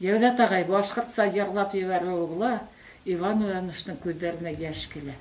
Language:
Bashkir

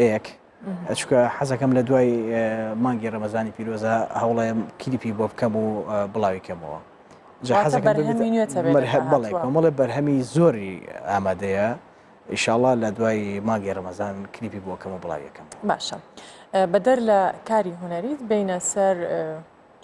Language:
Central Kurdish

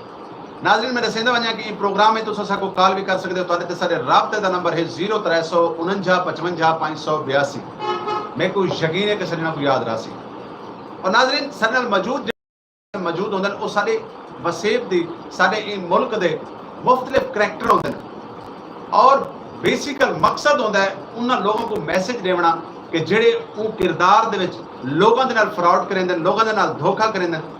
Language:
Saraiki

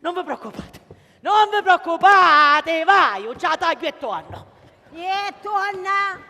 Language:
Sicilian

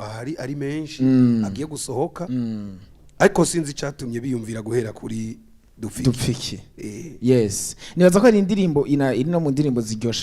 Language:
Rundi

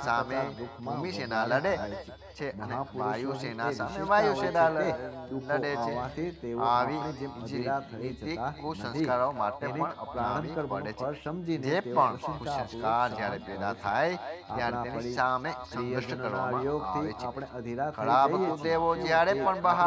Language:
Gujarati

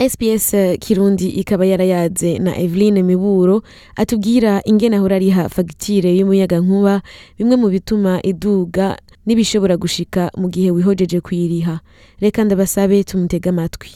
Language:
Rundi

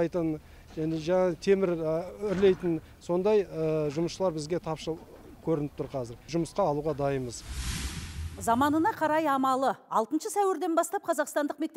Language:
Kazakh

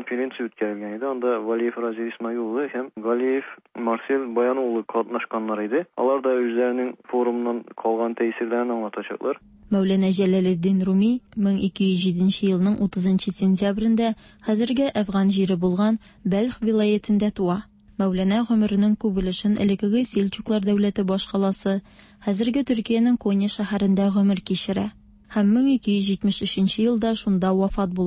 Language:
Tatar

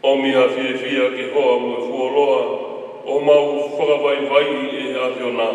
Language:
Tongan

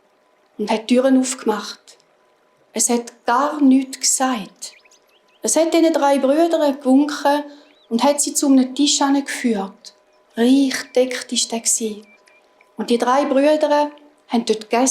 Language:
Swiss German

